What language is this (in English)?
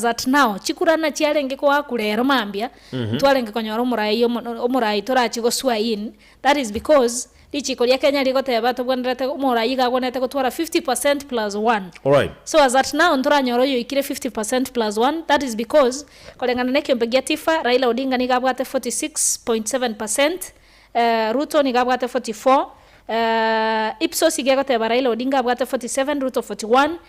Gusii